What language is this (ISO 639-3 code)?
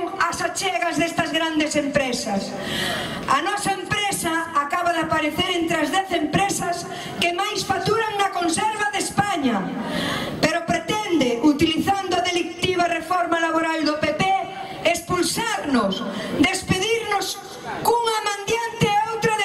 glg